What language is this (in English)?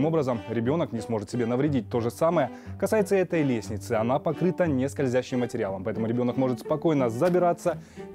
Russian